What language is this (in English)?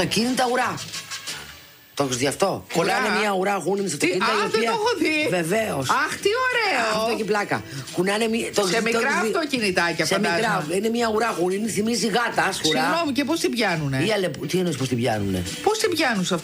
Greek